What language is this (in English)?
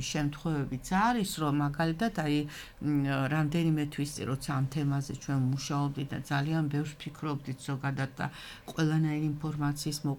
Georgian